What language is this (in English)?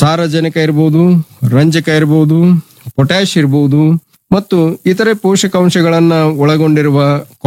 Kannada